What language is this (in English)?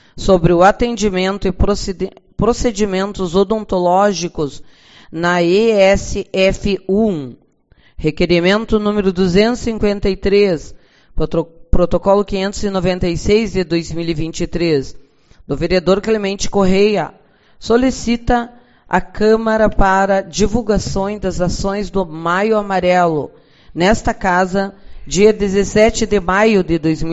Portuguese